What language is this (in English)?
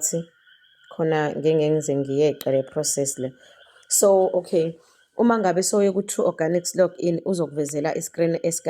Zulu